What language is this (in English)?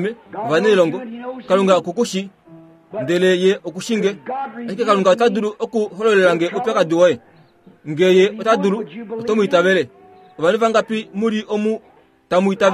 Kuanyama